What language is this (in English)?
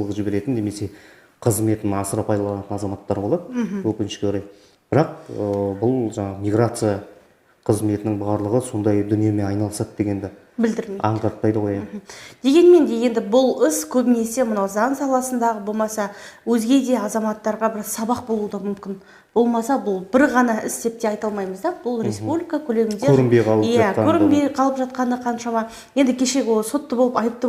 Kazakh